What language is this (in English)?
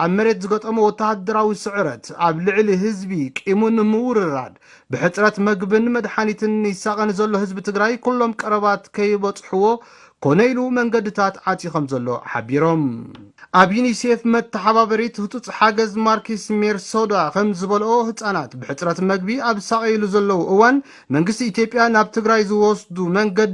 Tigrinya